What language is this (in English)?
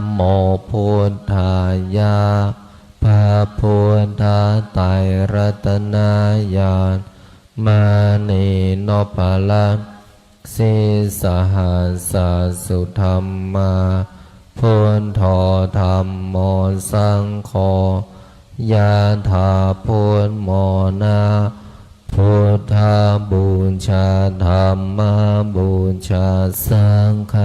Pali